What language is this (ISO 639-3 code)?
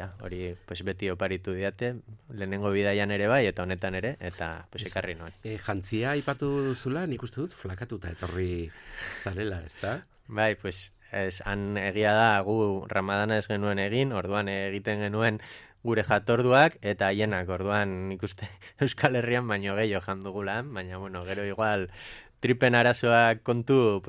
eus